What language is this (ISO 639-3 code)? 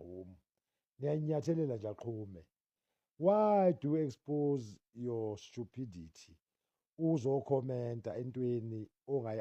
zul